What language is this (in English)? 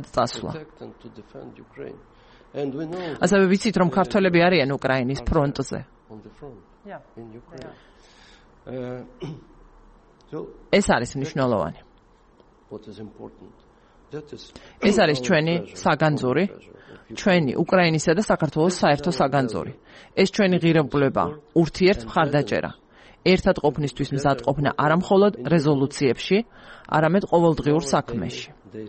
Georgian